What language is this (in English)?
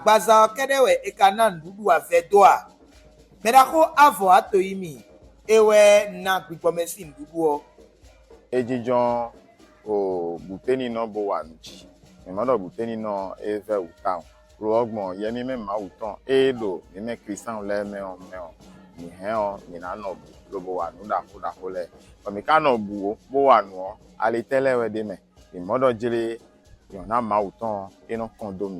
Fon